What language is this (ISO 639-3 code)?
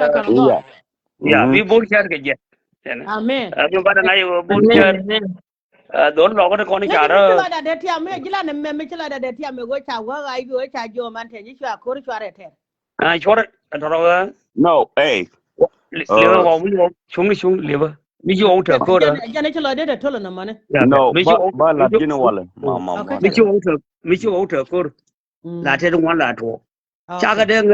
nus